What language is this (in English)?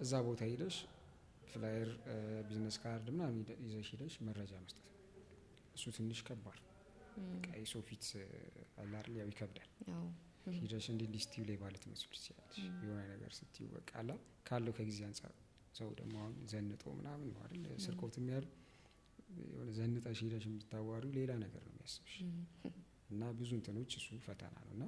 Amharic